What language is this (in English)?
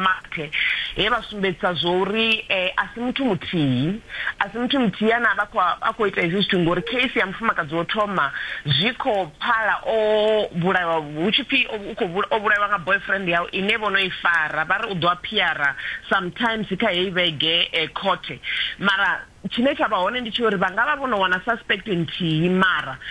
Venda